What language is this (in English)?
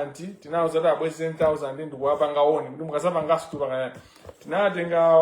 Nyanja